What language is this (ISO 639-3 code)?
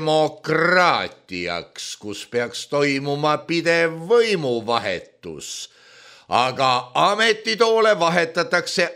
est